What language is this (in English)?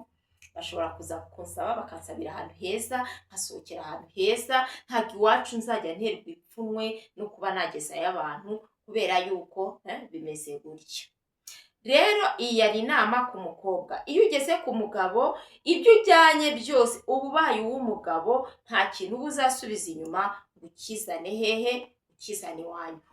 Kinyarwanda